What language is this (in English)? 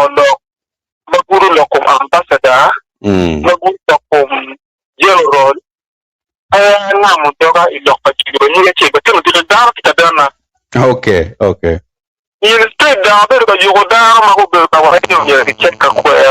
Acoli